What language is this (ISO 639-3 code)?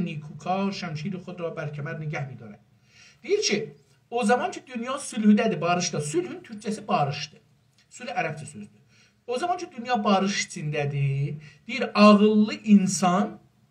azb